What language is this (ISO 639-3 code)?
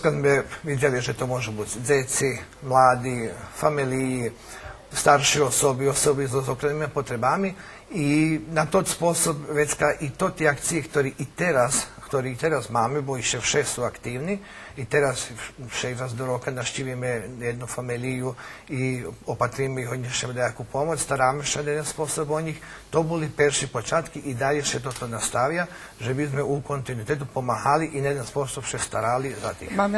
rue